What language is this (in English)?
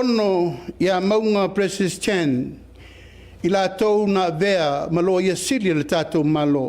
Samoan